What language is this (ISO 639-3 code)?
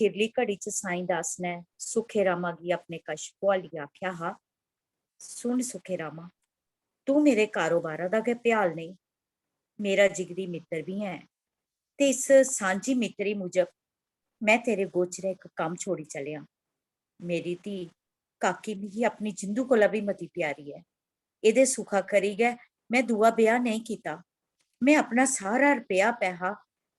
doi